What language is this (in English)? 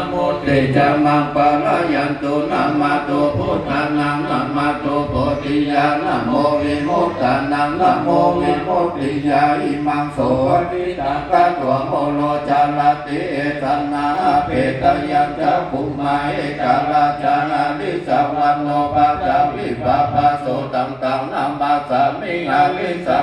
Pali